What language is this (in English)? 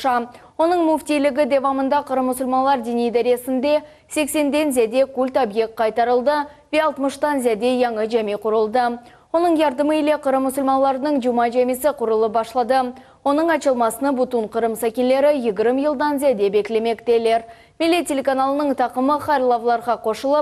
Crimean Tatar